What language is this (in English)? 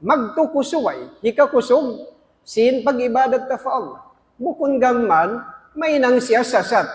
Tausug